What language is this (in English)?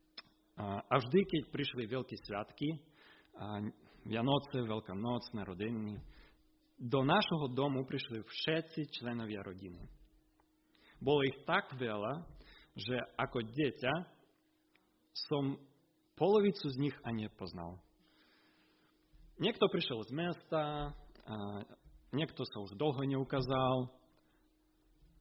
Slovak